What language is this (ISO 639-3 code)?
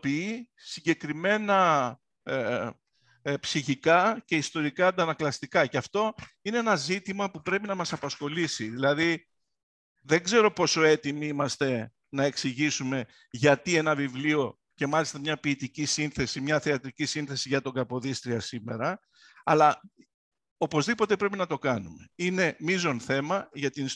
ell